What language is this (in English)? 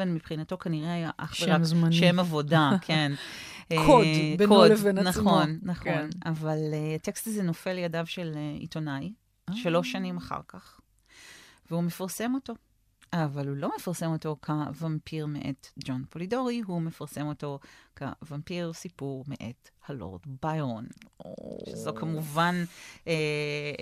Hebrew